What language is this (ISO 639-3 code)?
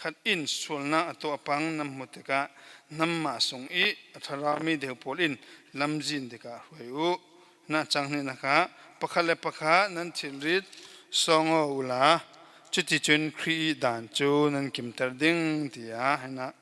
cfm